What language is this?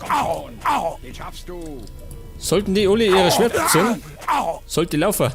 Bavarian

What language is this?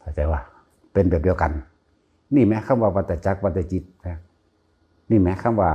Northeastern Thai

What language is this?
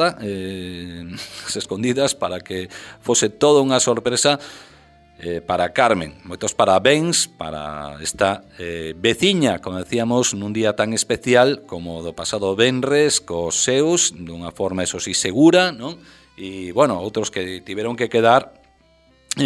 Galician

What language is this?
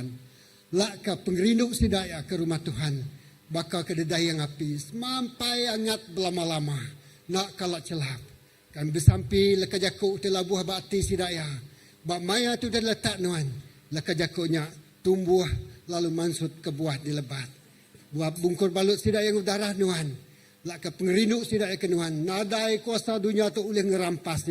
Iban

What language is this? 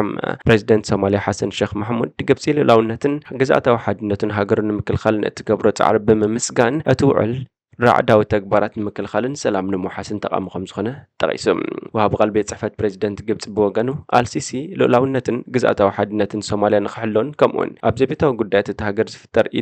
Tigrinya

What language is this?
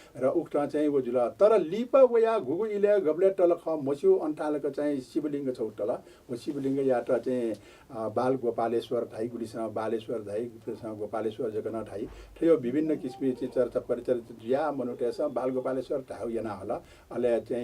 Newari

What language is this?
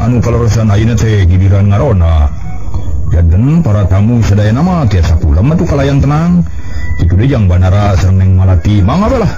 Sundanese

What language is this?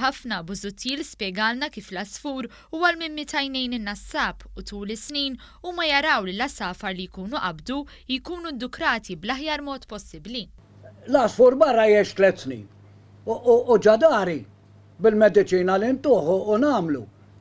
Maltese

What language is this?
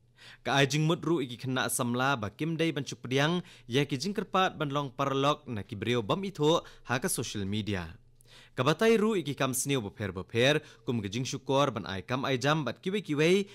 Khasi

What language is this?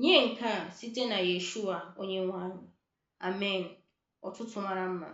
Igbo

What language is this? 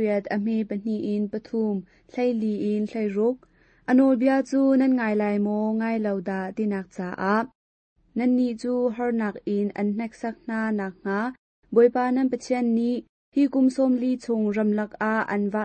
Hakha Chin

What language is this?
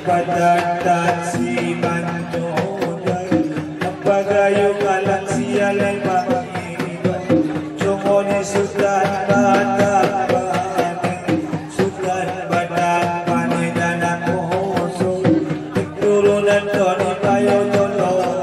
Batak Angkola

